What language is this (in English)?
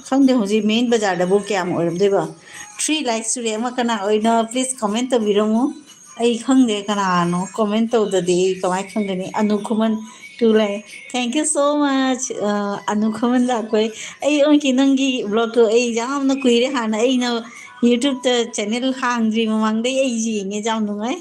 Manipuri